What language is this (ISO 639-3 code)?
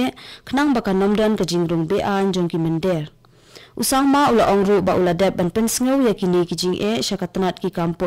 kha